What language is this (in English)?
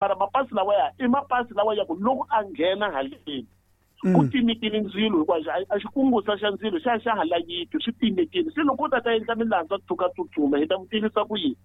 Tsonga